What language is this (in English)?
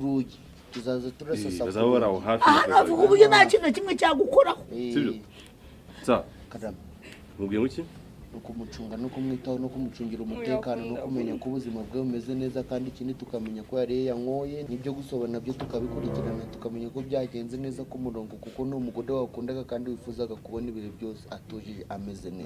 Kinyarwanda